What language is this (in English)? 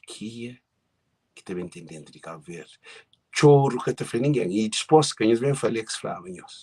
Kabuverdianu